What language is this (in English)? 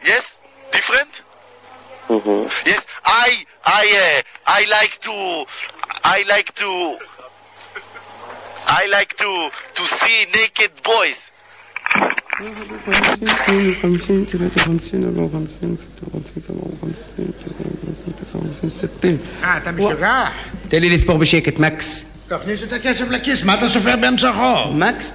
Hebrew